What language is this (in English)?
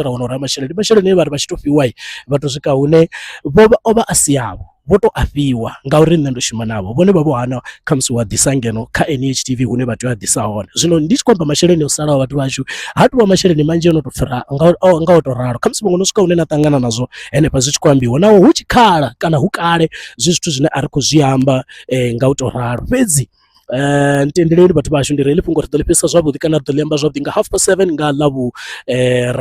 Venda